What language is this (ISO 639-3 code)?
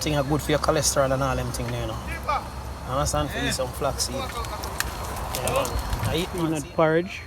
jam